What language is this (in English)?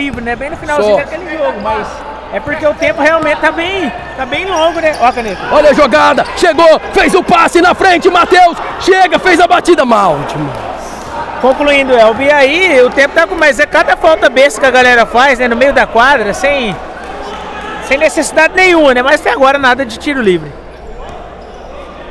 Portuguese